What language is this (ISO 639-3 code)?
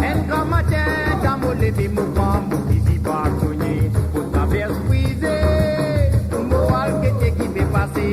mfe